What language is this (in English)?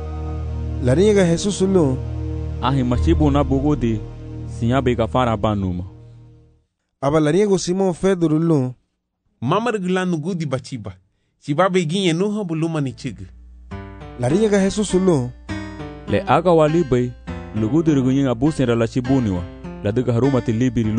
Garifuna